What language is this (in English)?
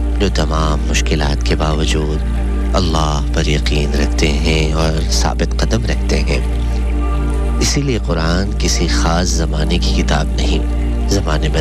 Urdu